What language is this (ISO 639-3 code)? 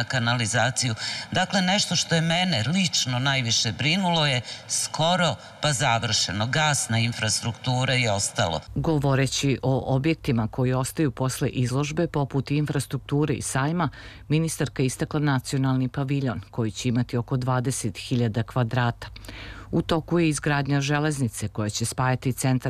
srp